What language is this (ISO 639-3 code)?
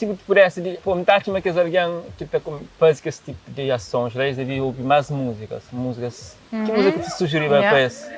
kea